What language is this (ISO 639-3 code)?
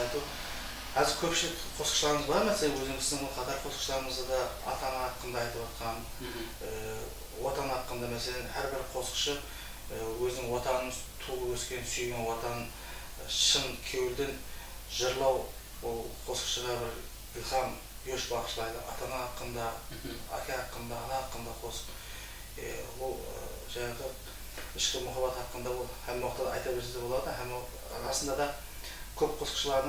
kaa